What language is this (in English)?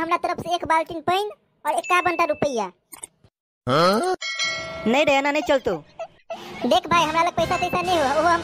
Maithili